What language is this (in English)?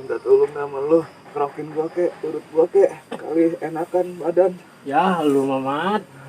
Betawi